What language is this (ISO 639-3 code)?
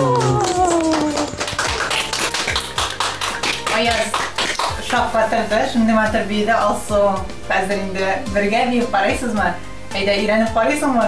tat